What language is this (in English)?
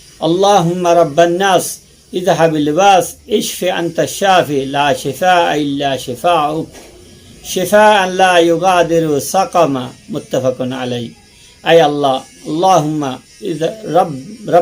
Rohingya